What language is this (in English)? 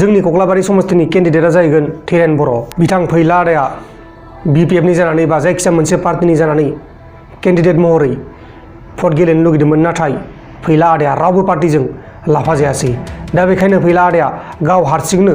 Bodo